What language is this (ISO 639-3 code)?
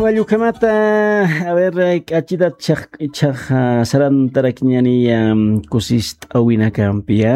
aym